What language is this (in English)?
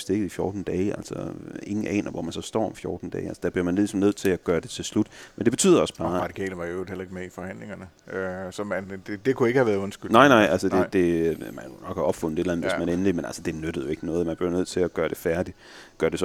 Danish